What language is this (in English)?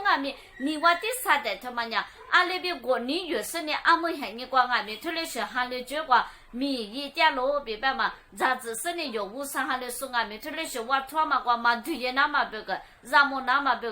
Lisu